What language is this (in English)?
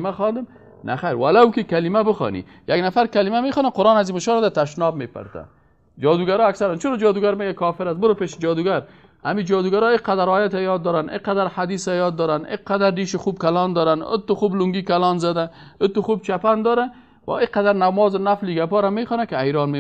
Persian